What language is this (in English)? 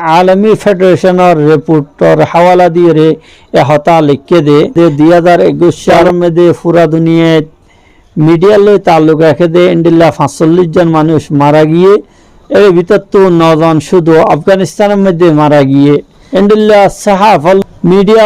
Rohingya